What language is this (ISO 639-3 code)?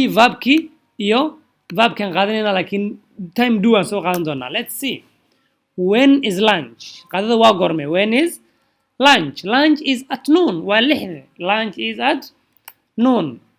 som